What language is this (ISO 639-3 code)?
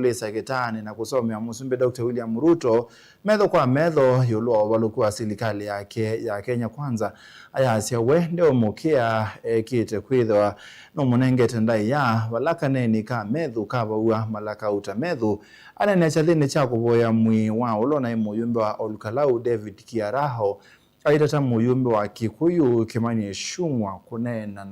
kam